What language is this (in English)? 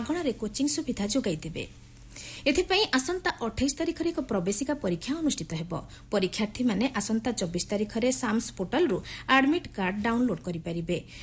Odia